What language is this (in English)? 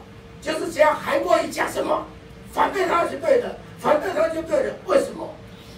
Chinese